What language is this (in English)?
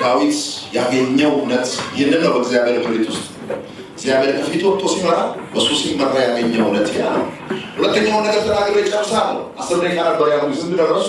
Amharic